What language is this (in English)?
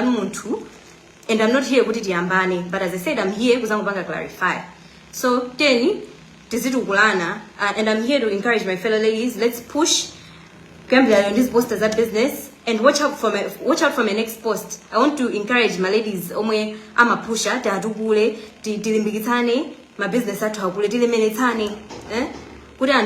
Nyanja